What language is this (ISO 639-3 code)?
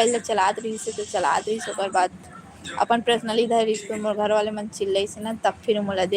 hne